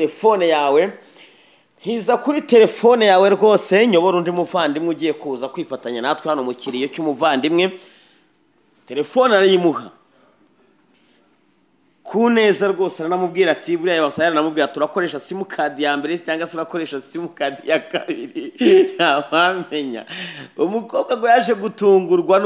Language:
Kinyarwanda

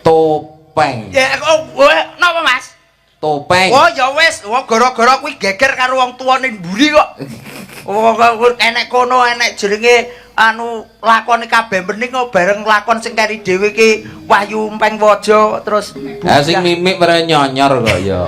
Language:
Javanese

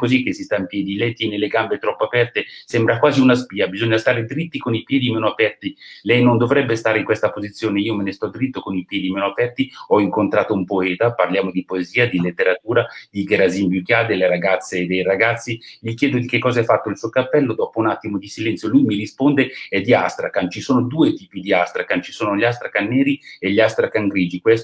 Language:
Italian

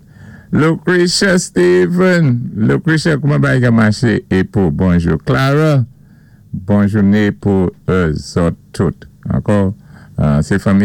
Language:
Saint Lucian Creole French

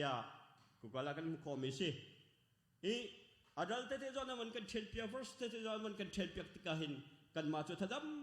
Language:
Hakha Chin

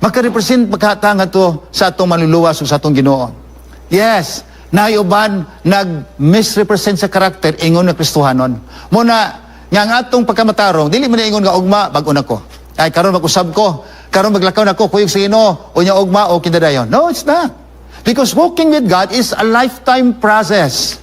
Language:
Cebuano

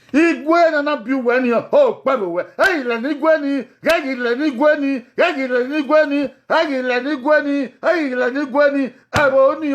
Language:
Bini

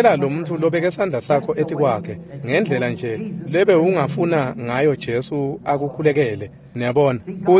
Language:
Swati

